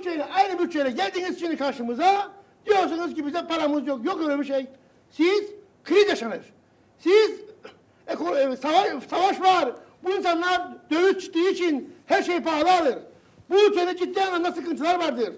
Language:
Turkish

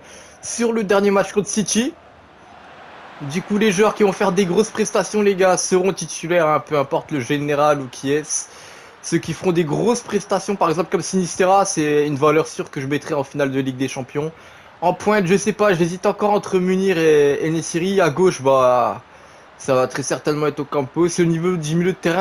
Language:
French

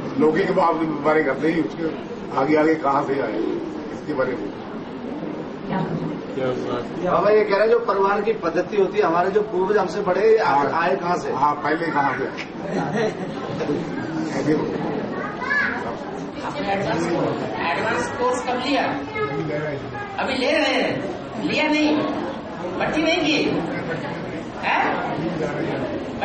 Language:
Hindi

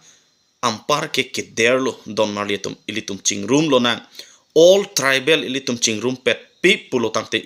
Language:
Karbi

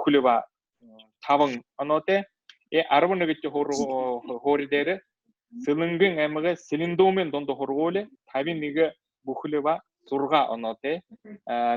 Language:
Buriat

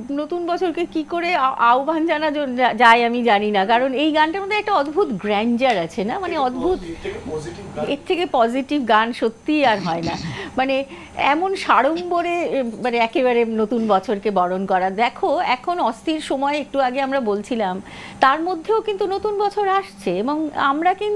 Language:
Bangla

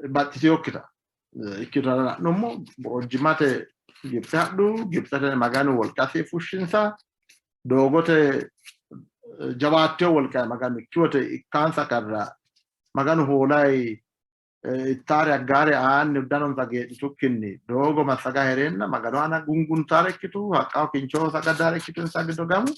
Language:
Sidamo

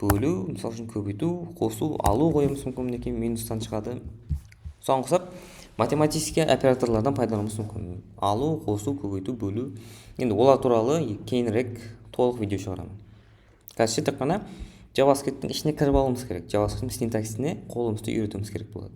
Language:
Kara-Kalpak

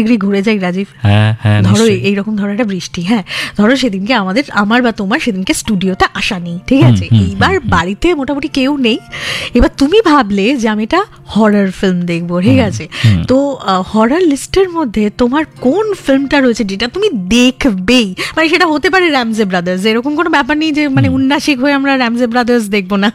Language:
Bangla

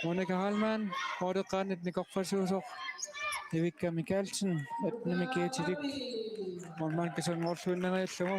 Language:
Kalaallisut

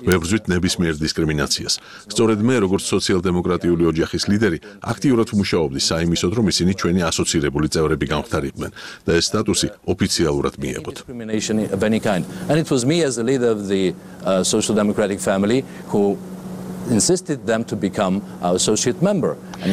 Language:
Georgian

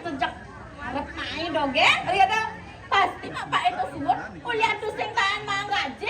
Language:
Balinese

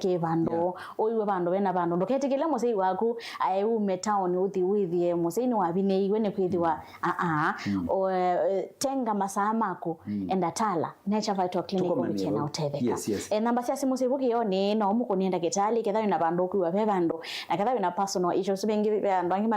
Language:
Kamba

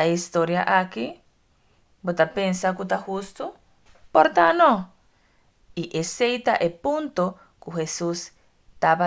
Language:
Papiamento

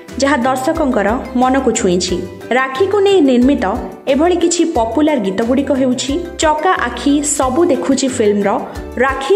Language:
Odia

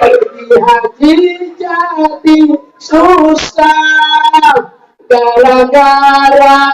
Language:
Betawi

